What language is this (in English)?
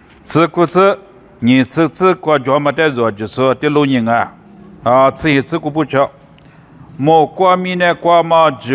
Lisu